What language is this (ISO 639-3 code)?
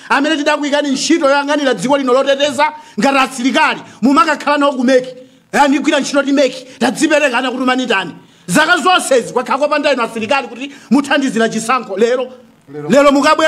nya